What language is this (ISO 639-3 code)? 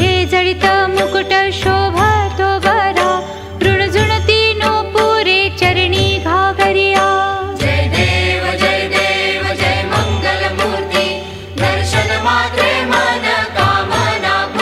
mar